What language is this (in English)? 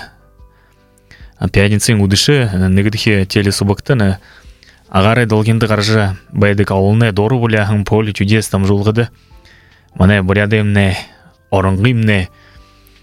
Buriat